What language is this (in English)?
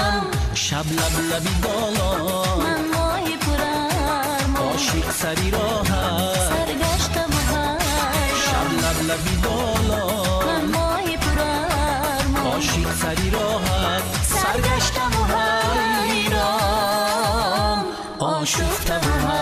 Tajik